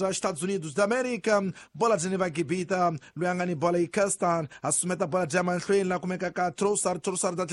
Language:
Tsonga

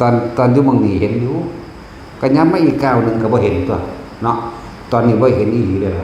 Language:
Northeastern Thai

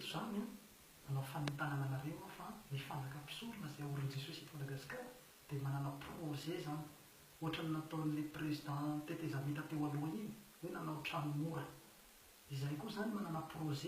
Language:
Malagasy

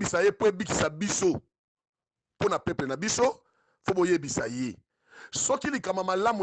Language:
Lingala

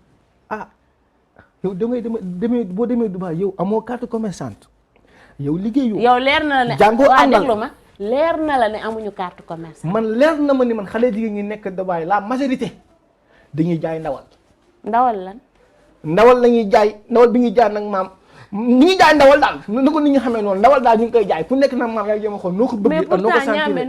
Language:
Wolof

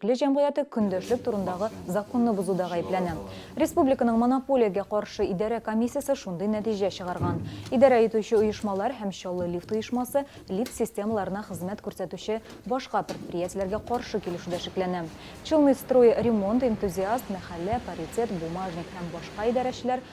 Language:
Tatar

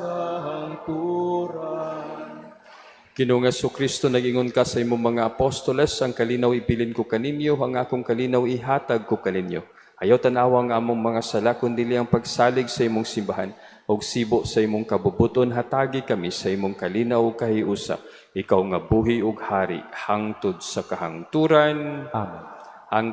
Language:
Cebuano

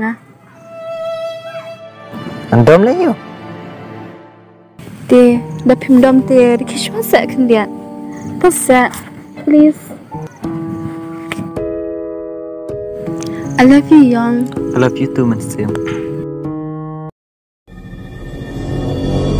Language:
Khasi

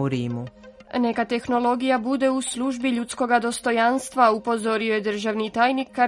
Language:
Croatian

